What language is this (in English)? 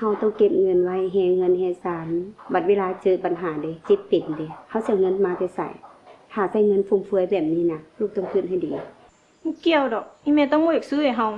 Lao